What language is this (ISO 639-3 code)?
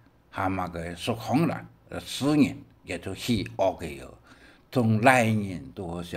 hak